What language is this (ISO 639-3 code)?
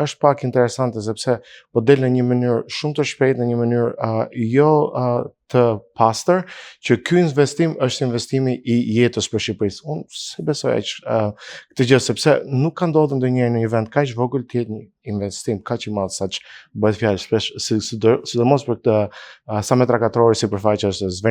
sqi